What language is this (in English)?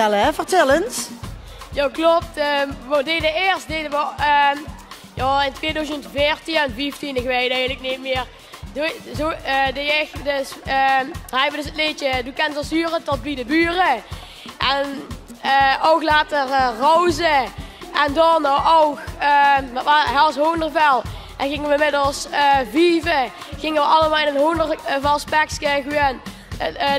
Limburgish